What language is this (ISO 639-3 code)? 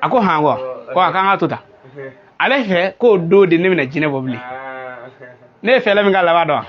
bam